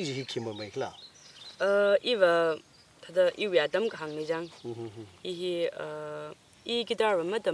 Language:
Tangkhul Naga (India)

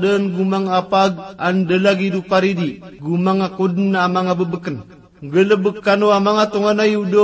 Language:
Maranao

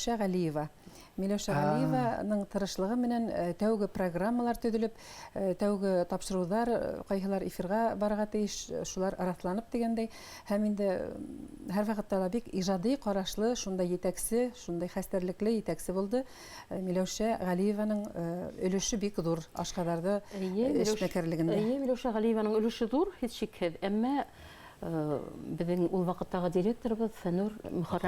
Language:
Bashkir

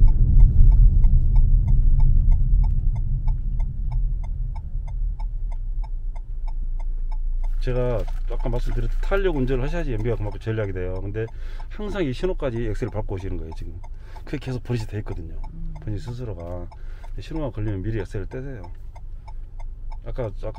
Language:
Korean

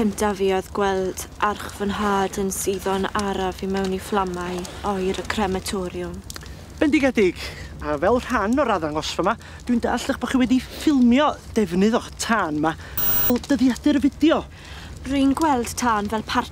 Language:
Welsh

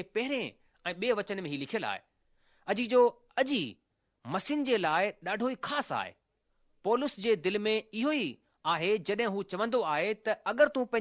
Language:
Sindhi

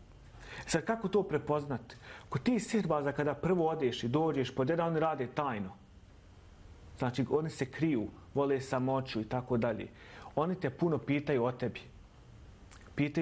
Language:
Bosnian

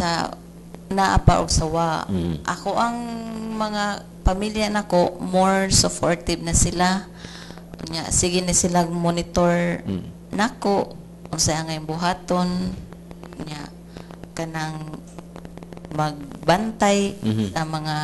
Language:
Cebuano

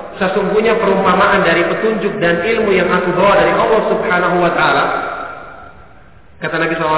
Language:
Indonesian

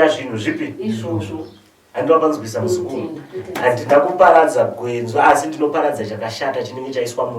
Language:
Shona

